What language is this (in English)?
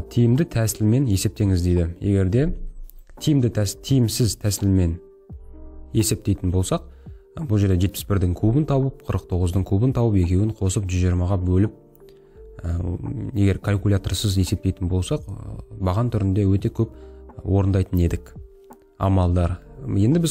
Kazakh